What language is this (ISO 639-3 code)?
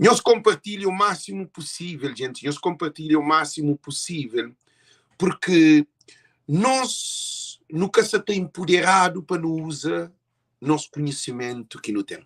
kea